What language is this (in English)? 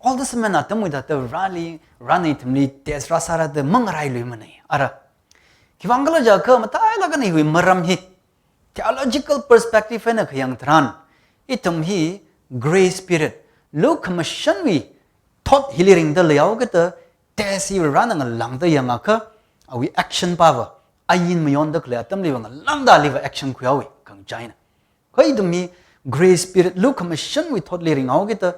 Tangkhul Naga (India)